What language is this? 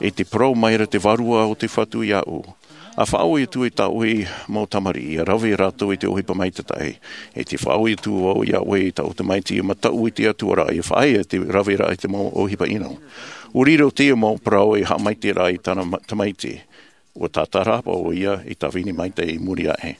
Tahitian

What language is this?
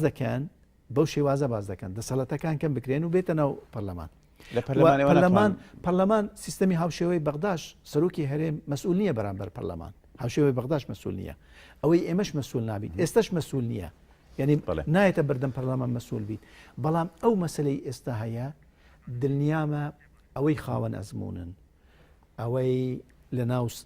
Central Kurdish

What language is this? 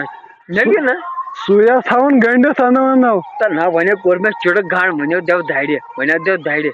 Kashmiri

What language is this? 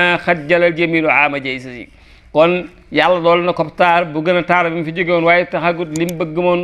Wolof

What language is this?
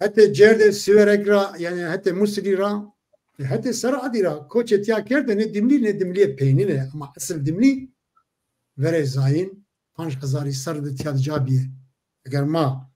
Zaza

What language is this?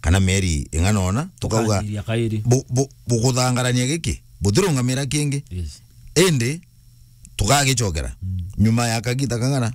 Meru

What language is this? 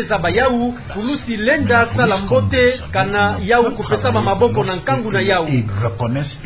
Kituba (Democratic Republic of Congo)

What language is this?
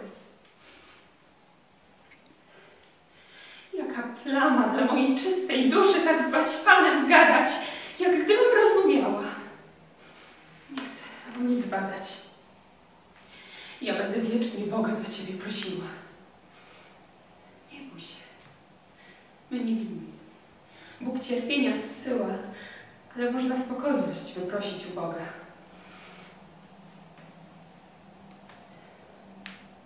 Polish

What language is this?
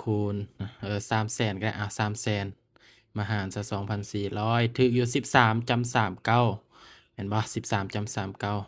Lao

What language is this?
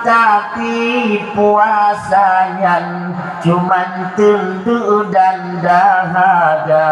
Achinese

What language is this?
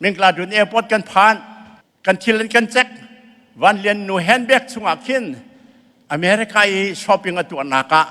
Falam Chin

